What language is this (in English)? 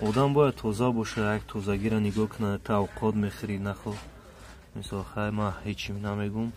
Tajik